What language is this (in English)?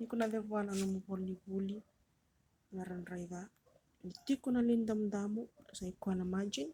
Fijian